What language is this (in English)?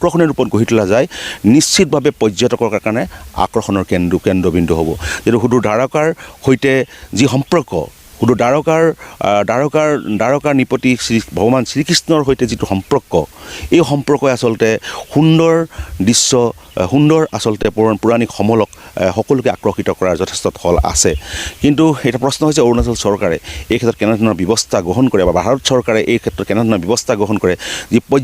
Assamese